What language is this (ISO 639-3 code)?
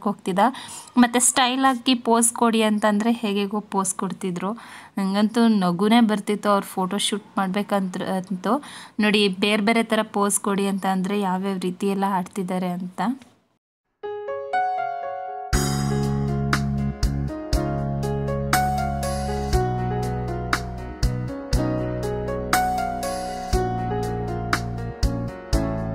kan